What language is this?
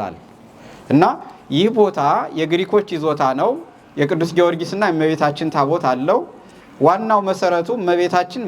Amharic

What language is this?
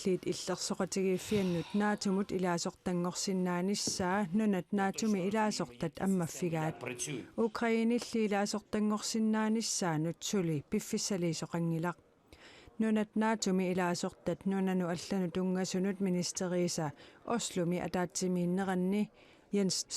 Kalaallisut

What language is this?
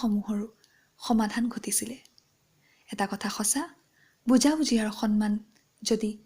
Assamese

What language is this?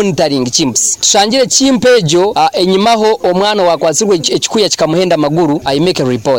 Nyoro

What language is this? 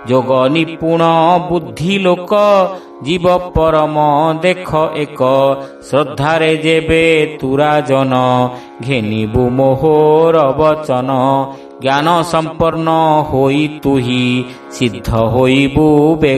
Odia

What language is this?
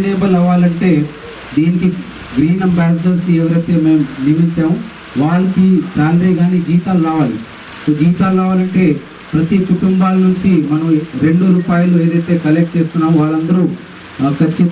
Telugu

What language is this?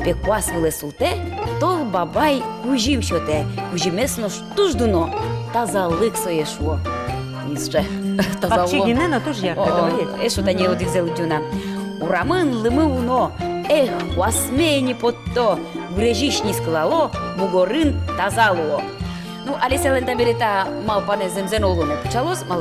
Udmurt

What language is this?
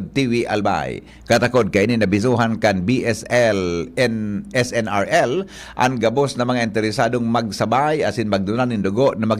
Bikol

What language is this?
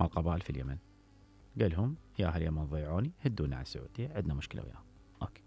Mesopotamian Arabic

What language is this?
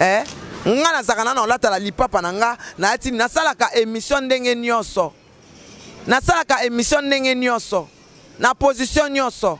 Lingala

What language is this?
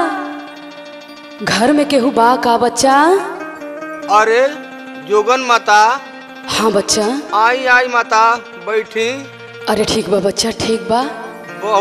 Bhojpuri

